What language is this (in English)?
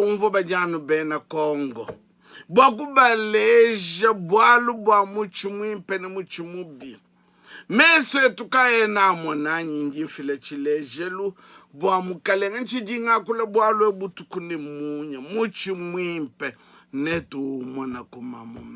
Luba-Lulua